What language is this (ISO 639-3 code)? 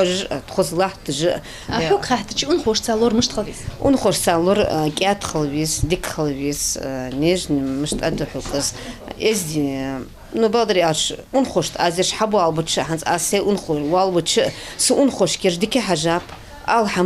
inh